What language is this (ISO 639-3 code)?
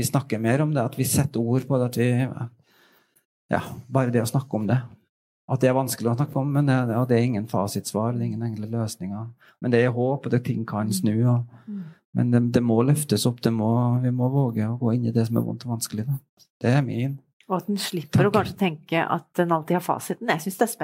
nor